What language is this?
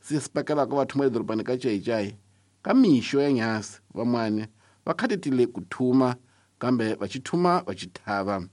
Tsonga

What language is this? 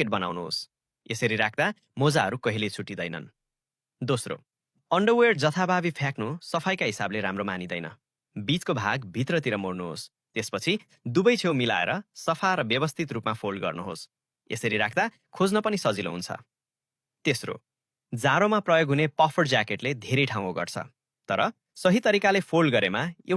Nepali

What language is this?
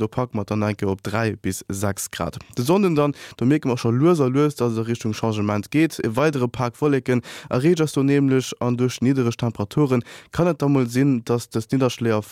Luxembourgish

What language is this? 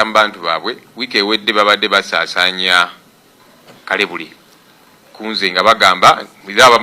Ganda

